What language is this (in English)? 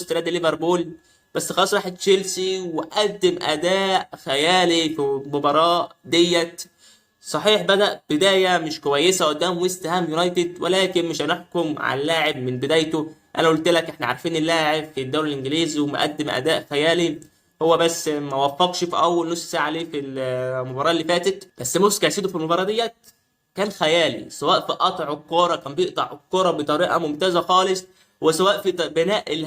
Egyptian Arabic